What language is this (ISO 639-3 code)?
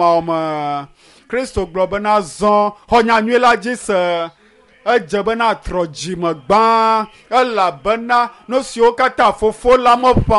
ewe